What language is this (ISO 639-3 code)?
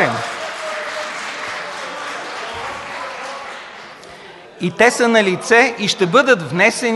bul